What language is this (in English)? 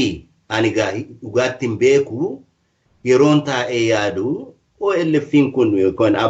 Oromo